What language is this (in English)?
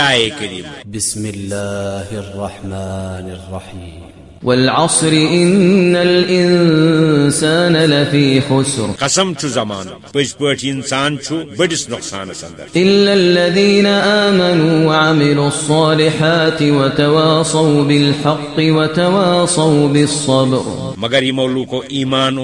Kashmiri